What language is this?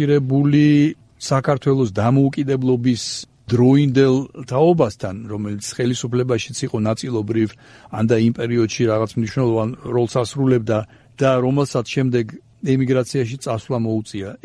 Georgian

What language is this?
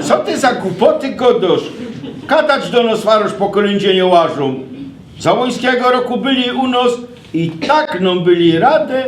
Silesian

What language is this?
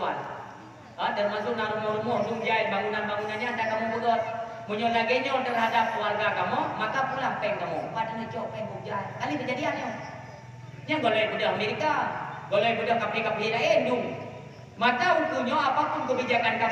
Achinese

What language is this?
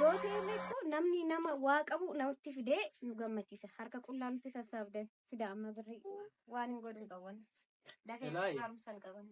Oromo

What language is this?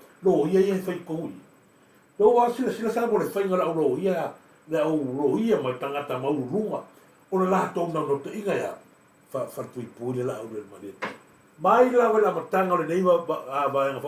Samoan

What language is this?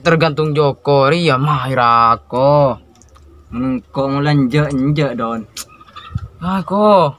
Madurese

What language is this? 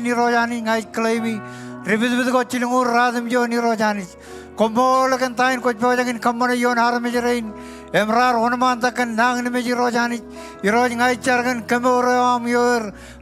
Marshallese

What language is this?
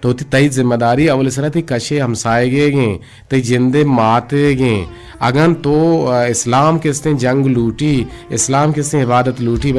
Eastern Balochi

